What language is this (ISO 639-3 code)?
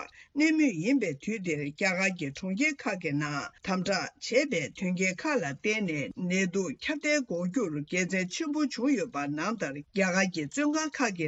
bod